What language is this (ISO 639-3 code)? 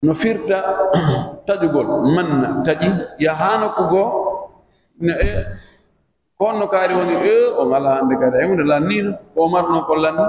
fuf